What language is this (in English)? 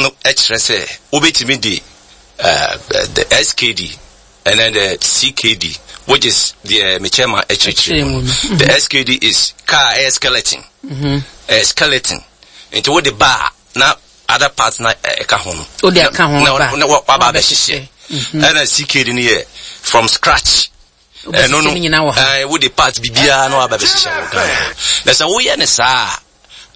Akan